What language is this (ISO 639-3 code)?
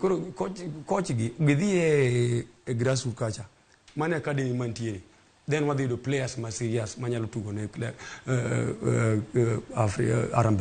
luo